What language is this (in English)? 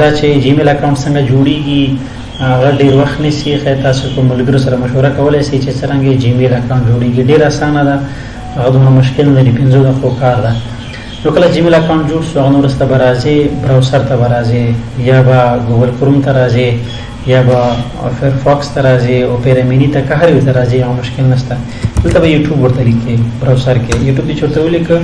Pashto